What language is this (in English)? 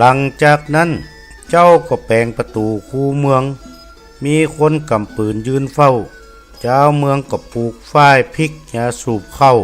Northern Thai